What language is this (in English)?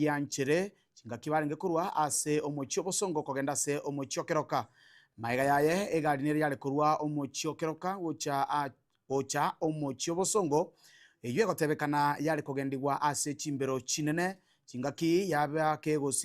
Gusii